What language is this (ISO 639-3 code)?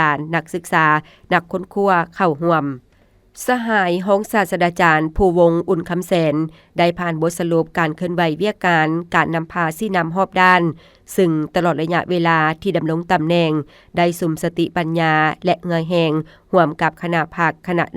lao